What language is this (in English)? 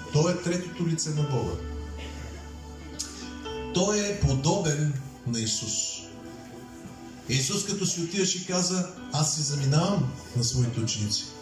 Bulgarian